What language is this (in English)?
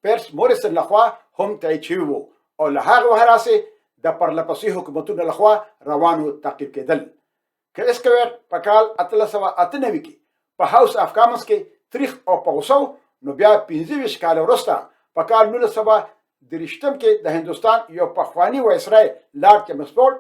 Pashto